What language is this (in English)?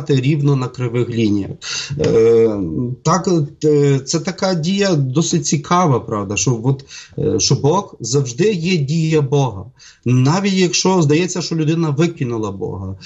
Ukrainian